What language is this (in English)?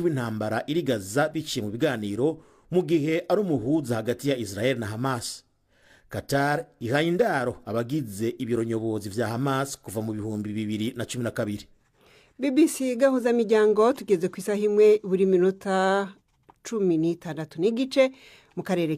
Rundi